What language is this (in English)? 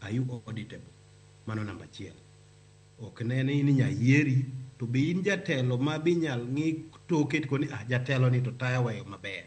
Luo (Kenya and Tanzania)